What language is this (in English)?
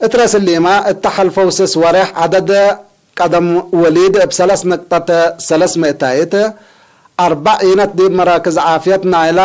Tigre